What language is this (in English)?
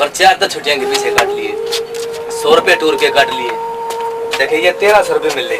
Haryanvi